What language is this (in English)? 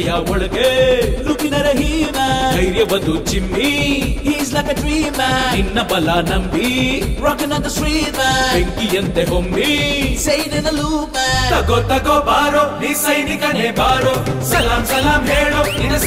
Kannada